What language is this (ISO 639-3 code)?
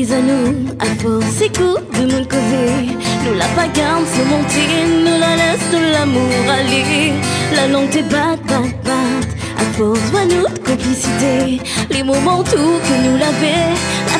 rcf